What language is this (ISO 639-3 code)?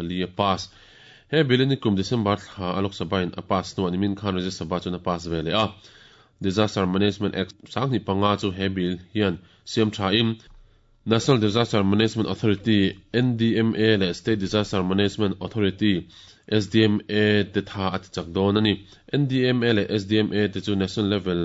lus